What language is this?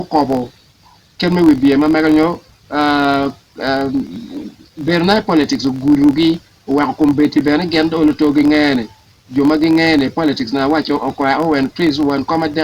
Acoli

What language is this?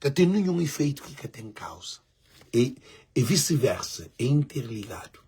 Kabuverdianu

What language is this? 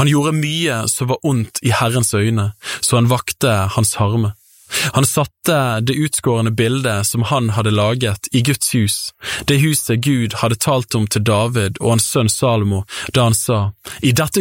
Norwegian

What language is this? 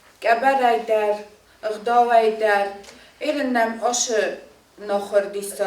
Ossetic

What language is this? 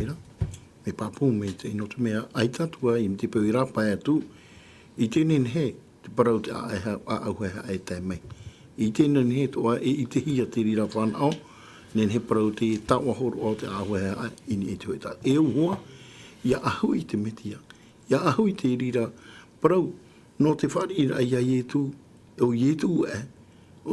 Tahitian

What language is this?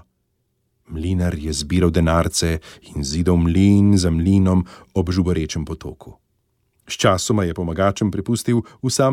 Slovenian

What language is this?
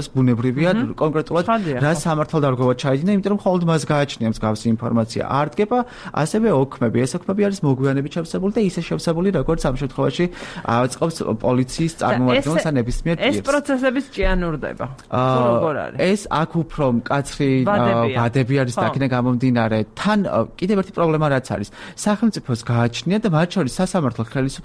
Georgian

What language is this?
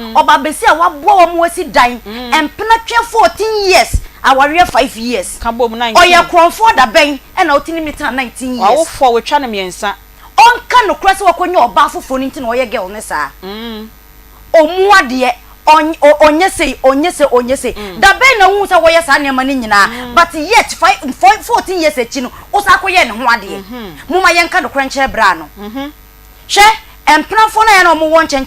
Akan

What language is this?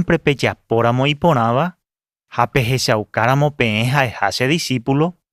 Guarani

